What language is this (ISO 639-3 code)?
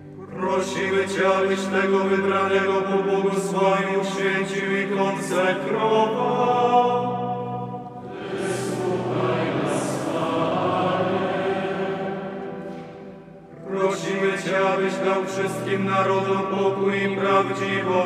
pol